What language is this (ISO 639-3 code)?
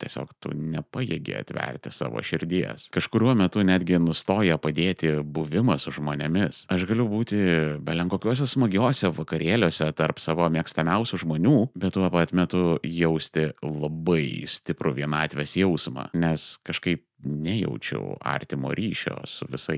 lit